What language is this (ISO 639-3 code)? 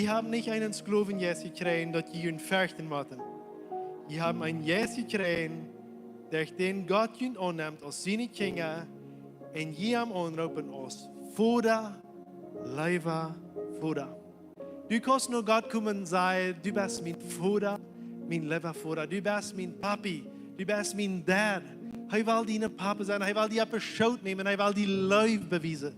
pdt